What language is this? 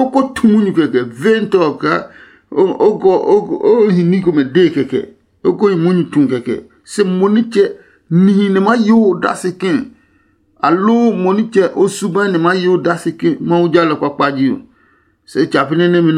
Adangme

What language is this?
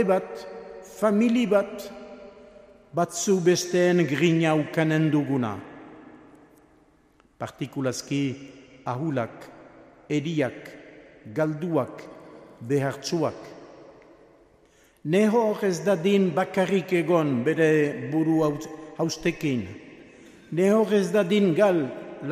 Basque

